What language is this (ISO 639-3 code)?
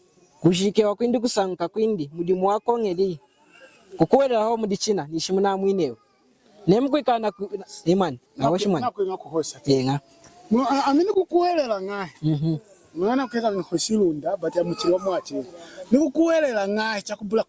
lun